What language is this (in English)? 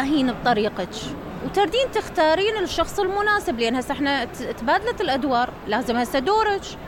Mesopotamian Arabic